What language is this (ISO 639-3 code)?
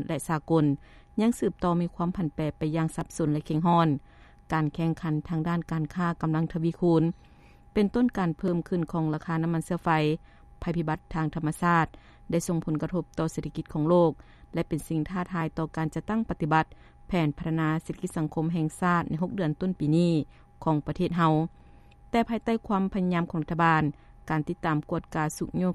lao